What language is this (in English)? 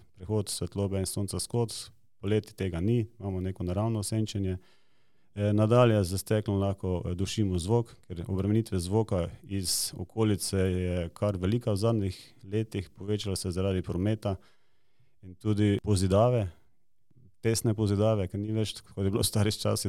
Slovenian